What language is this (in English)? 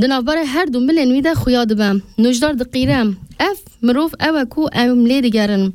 Kurdish